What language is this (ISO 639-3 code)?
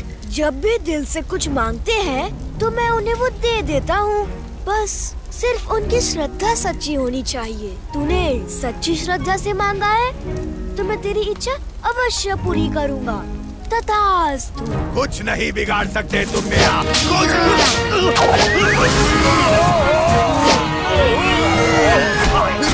hin